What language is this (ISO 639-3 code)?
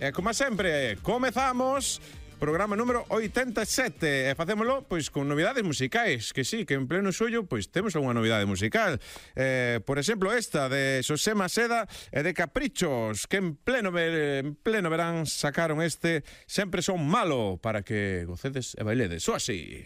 glg